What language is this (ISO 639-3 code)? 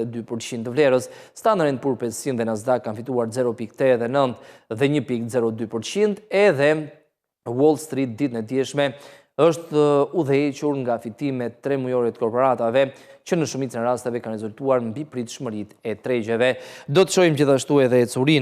sqi